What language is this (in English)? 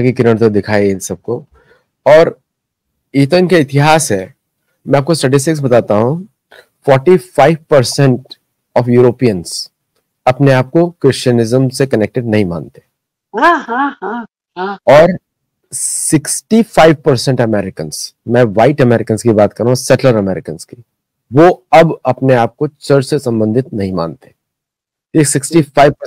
Hindi